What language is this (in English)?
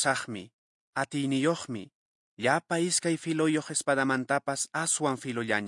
Quechua